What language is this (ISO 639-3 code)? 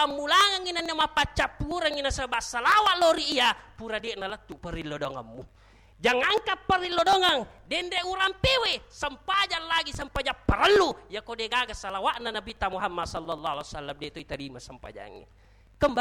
bug